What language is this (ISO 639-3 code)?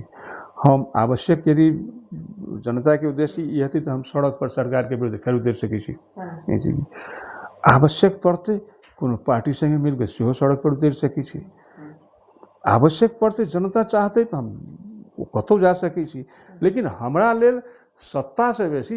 mai